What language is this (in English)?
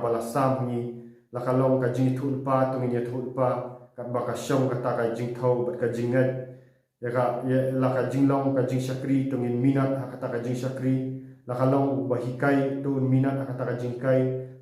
Khasi